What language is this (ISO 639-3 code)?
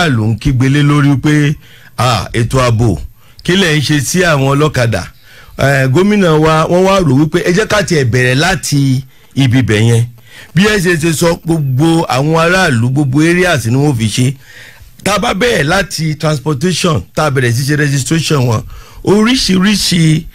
yor